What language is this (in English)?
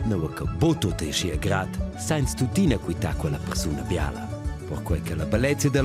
Romansh